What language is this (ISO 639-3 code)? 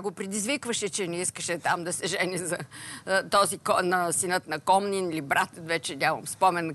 bul